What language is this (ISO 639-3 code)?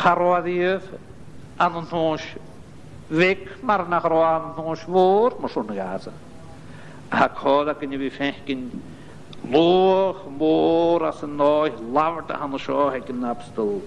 gla